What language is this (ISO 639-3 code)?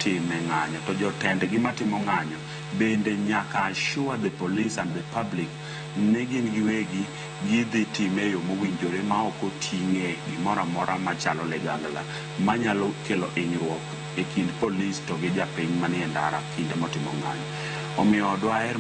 luo